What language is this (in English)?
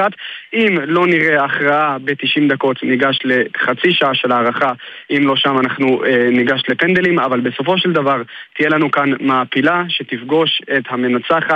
Hebrew